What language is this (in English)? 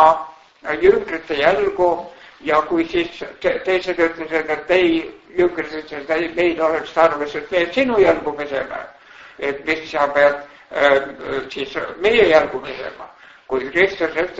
Estonian